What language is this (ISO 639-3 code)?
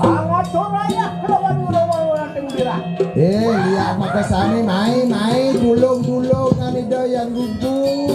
ban